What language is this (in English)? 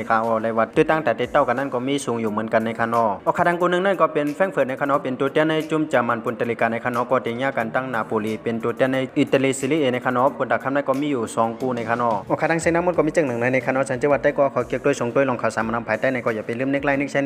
Shan